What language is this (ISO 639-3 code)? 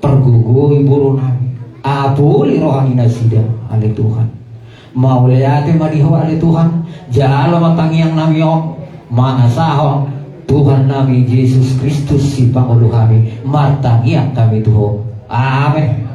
bbc